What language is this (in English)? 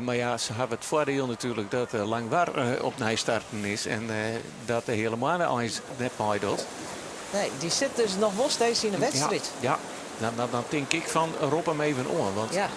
Western Frisian